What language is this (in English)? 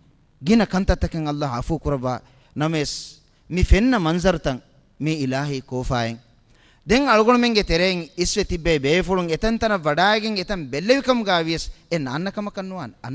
Divehi